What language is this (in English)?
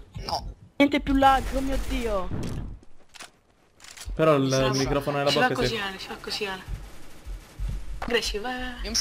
Italian